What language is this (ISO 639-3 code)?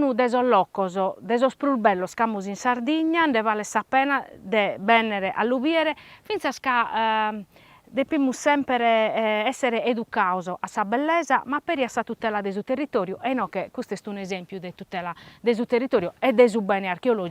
srd